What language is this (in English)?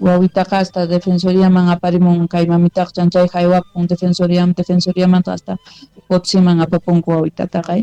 South Bolivian Quechua